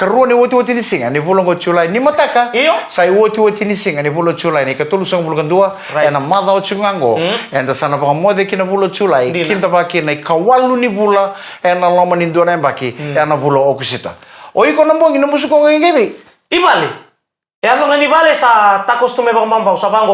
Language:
Fijian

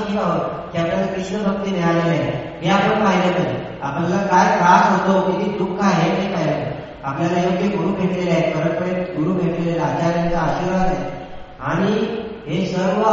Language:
Marathi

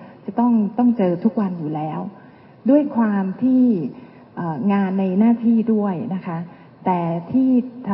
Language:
Thai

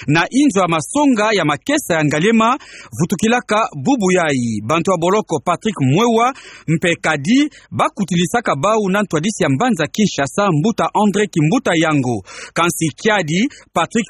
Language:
Kituba (Democratic Republic of Congo)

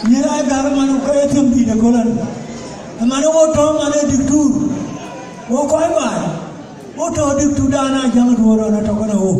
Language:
Dinka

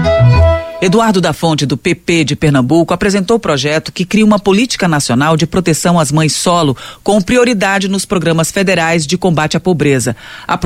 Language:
Portuguese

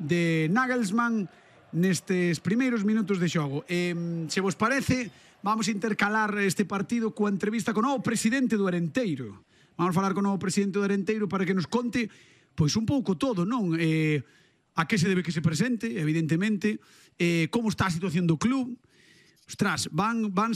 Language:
Galician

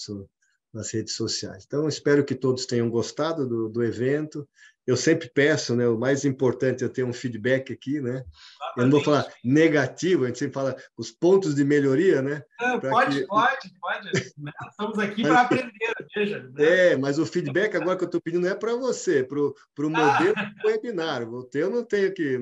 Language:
Portuguese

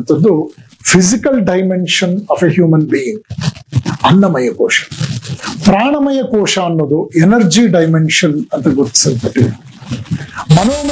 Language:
Kannada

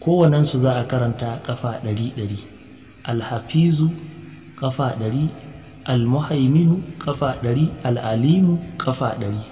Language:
Hausa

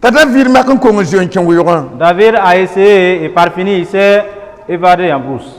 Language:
Mossi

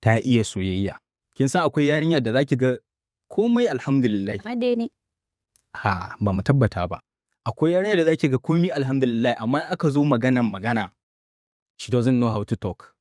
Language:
Hausa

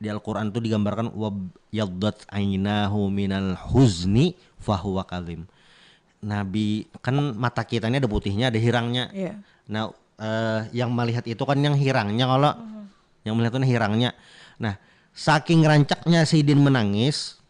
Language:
Banjar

